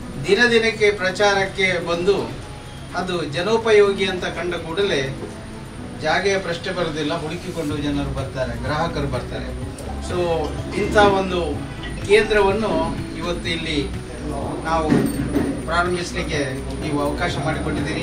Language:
Kannada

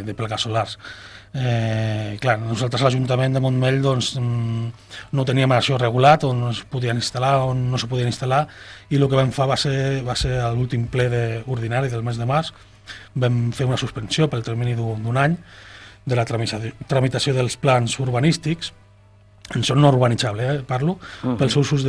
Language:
Catalan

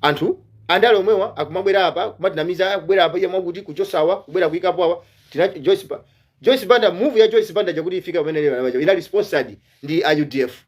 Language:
Nyanja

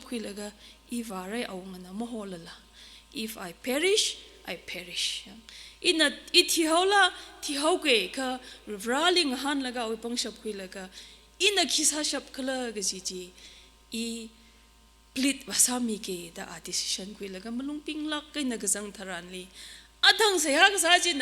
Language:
Tangkhul Naga (India)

